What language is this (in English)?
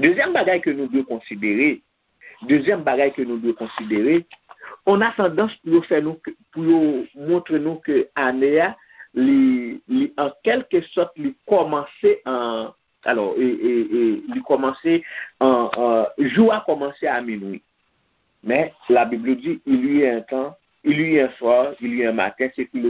Haitian Creole